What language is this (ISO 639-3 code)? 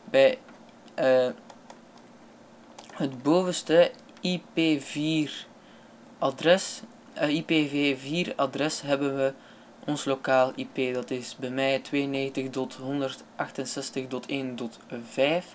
nld